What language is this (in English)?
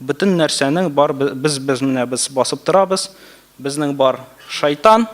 Tatar